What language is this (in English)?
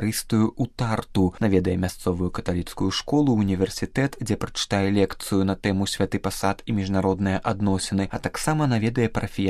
Belarusian